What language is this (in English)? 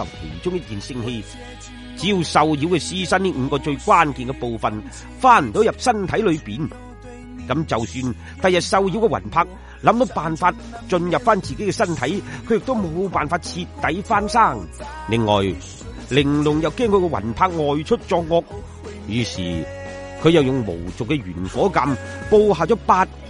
Cantonese